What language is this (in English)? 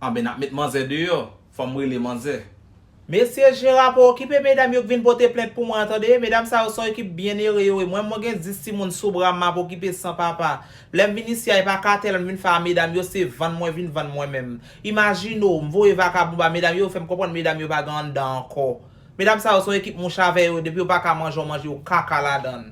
Haitian Creole